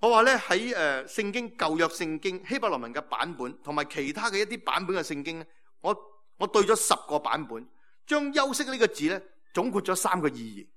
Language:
Cantonese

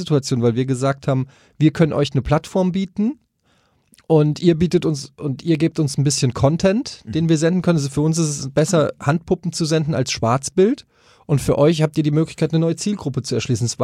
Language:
German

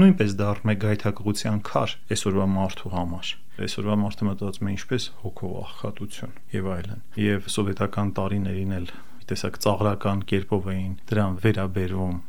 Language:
Armenian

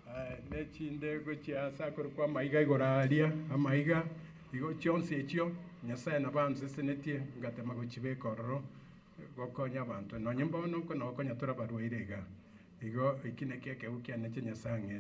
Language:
Gusii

